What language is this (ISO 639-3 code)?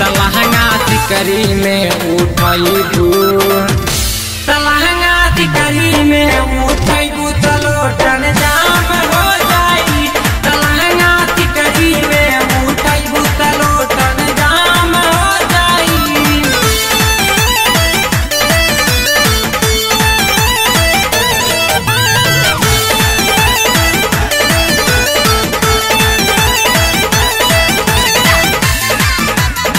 bho